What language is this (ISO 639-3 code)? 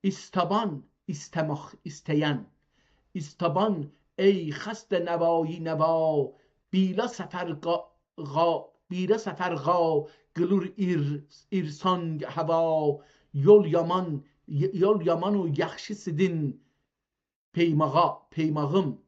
azb